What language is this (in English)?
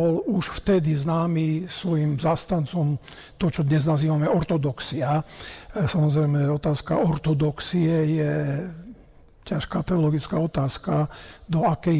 Slovak